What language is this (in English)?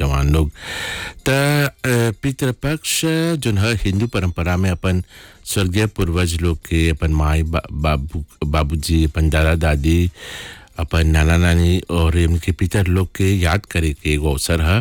Bhojpuri